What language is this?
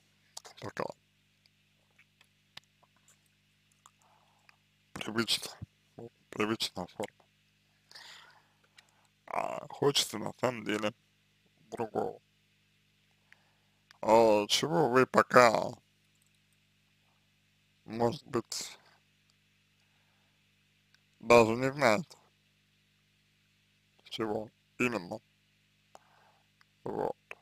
Russian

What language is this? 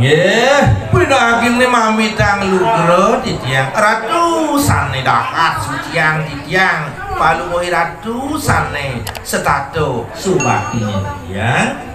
Balinese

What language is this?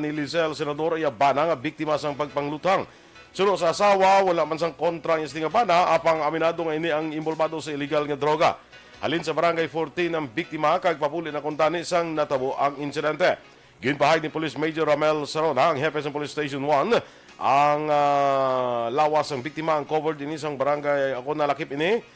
Hiligaynon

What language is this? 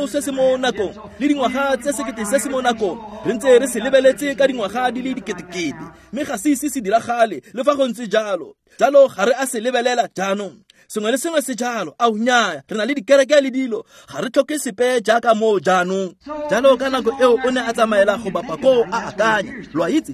Tswana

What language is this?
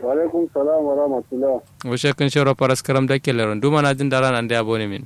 Kanuri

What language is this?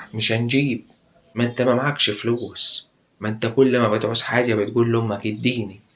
Egyptian Arabic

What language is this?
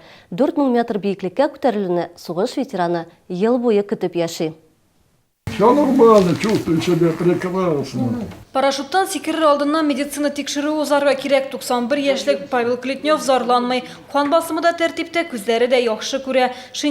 Tatar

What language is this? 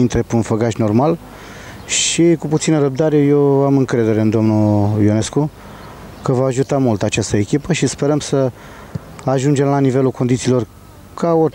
Romanian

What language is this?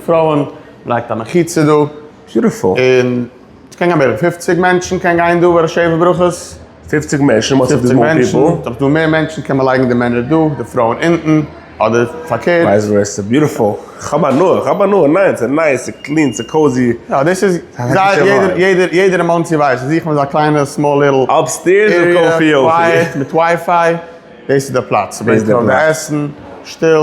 Yiddish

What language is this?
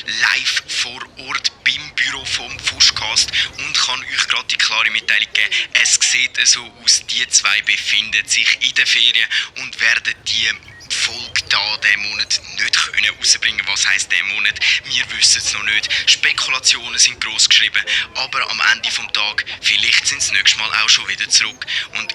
Swiss German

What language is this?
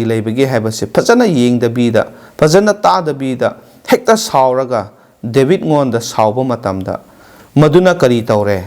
Manipuri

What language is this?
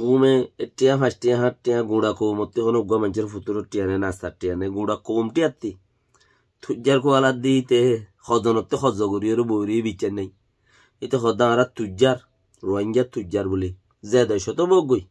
Rohingya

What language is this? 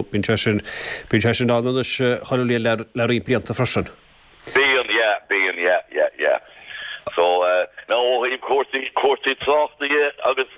Irish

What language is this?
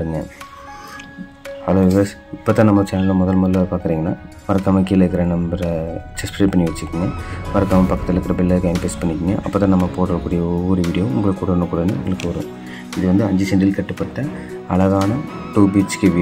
Tamil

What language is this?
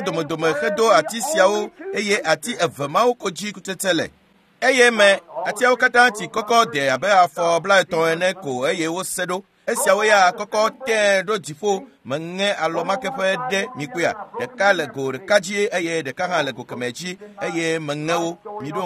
Ewe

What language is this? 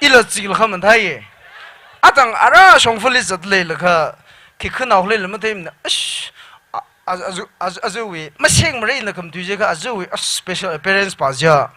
Tangkhul Naga (India)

